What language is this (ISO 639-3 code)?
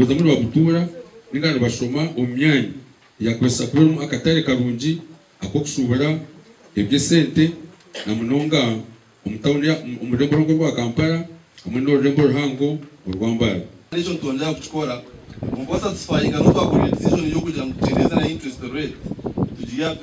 nyn